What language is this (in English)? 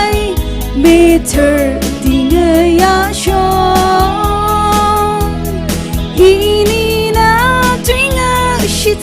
Tangkhul Naga (India)